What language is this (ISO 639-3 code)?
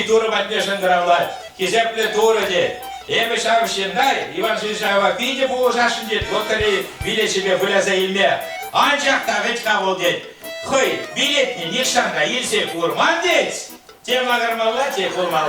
chv